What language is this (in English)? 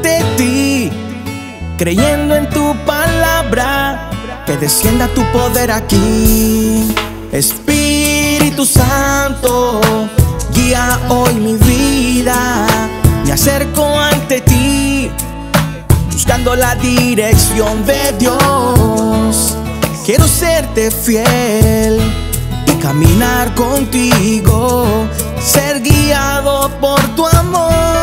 Spanish